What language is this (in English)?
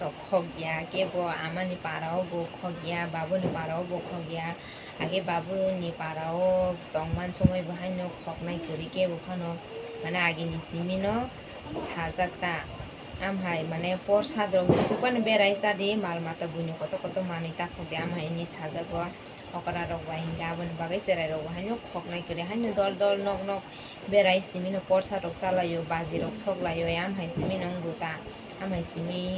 Kok Borok